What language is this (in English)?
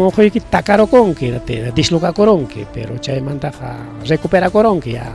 Ayacucho Quechua